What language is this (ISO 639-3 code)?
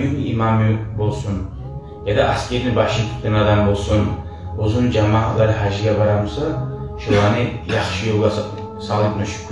kum